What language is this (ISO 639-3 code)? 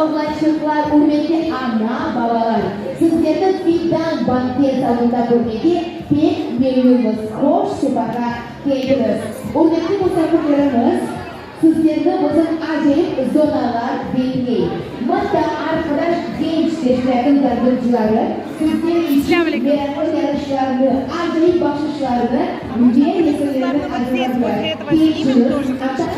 crh